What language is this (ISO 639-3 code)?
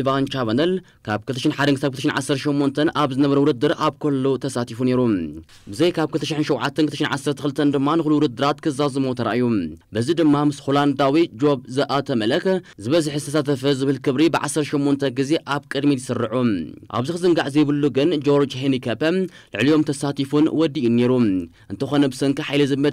tir